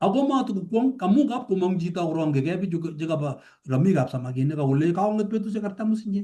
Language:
Kalenjin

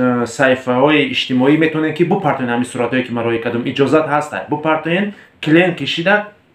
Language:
Tajik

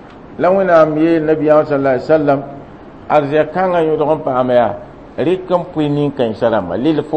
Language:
Mossi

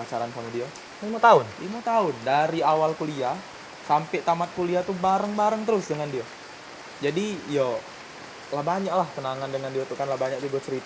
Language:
Musi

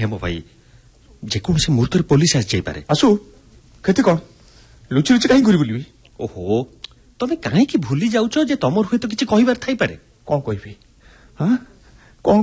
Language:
Odia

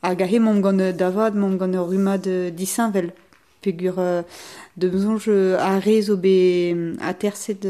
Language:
Breton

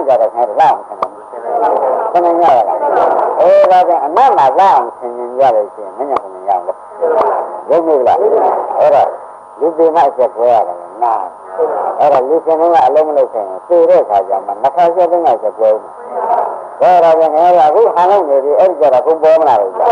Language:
Burmese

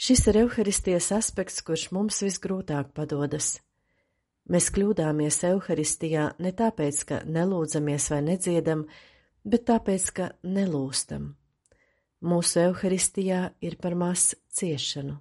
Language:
Latvian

